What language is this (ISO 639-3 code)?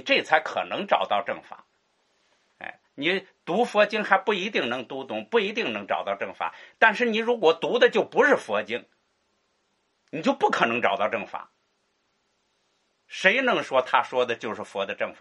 zho